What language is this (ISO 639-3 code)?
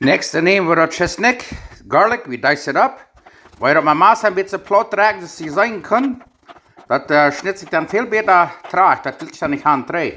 pdt